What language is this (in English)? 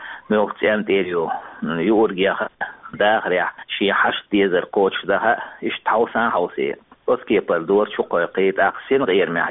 Chechen